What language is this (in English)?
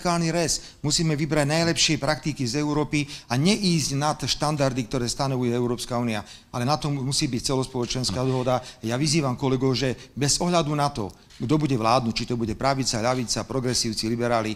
Slovak